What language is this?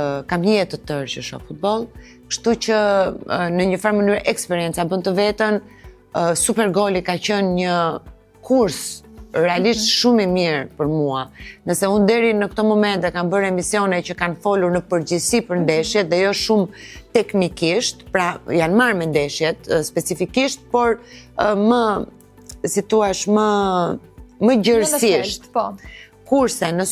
Albanian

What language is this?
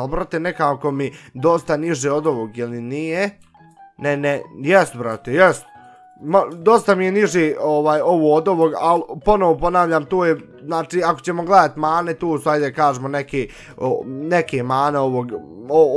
Bosnian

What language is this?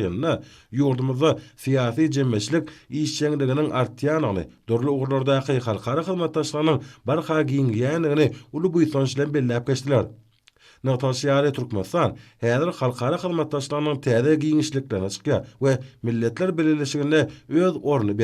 Turkmen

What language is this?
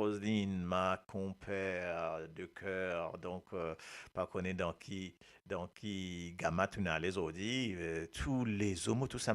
Morisyen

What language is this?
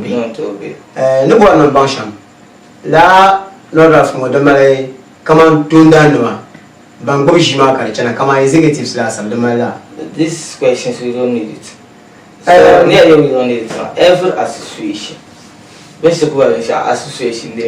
Dagbani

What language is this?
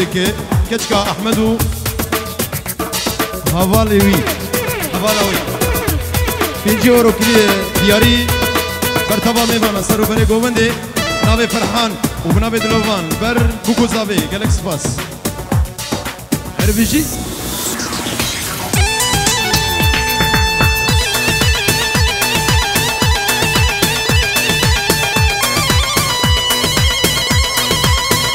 Kurdish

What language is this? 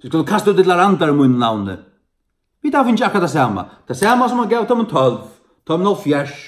Faroese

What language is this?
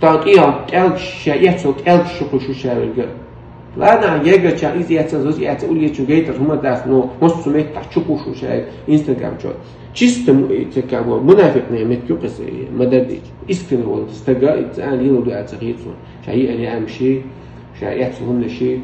Chechen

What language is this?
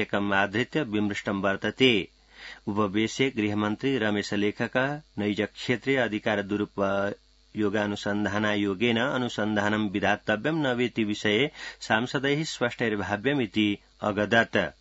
Sanskrit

